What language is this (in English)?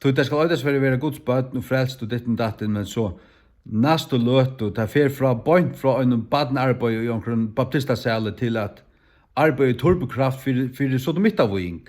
Faroese